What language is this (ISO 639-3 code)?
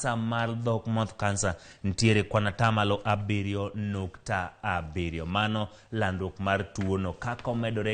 luo